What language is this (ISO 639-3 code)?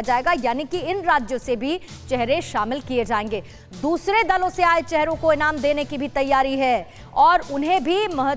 hin